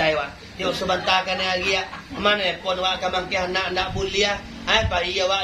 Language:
Minangkabau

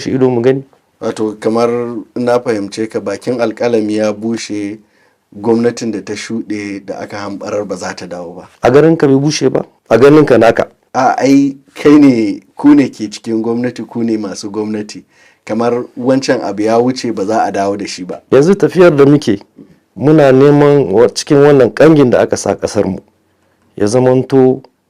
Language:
Hausa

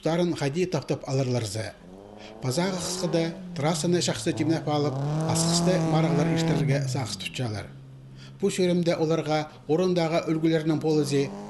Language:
Khakas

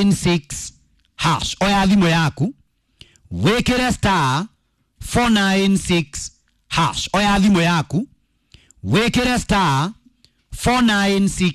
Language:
Kikuyu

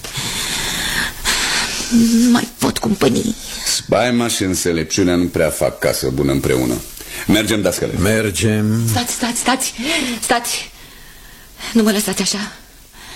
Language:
Romanian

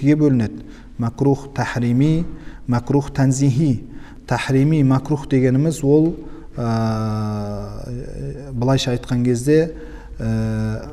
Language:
Kazakh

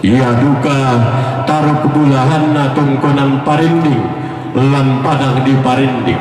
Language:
Toraja-Sa'dan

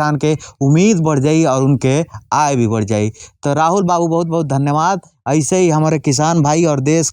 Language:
Bhojpuri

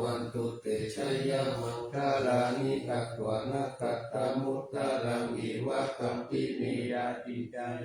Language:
Pali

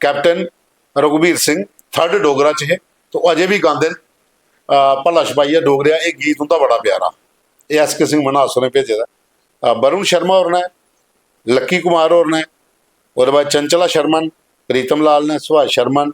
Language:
Dogri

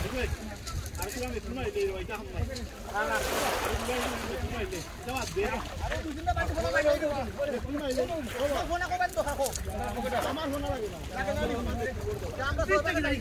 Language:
Sylheti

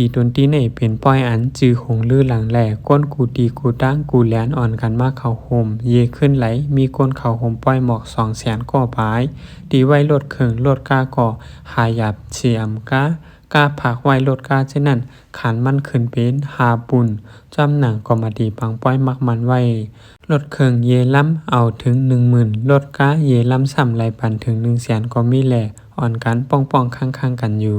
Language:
Lao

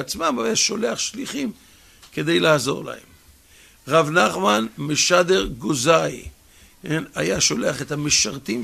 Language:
Hebrew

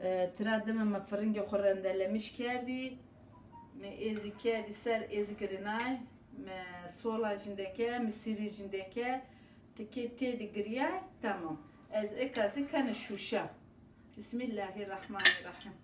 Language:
Zaza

